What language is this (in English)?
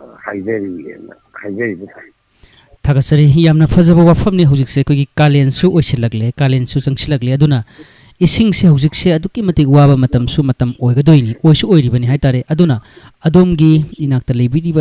Manipuri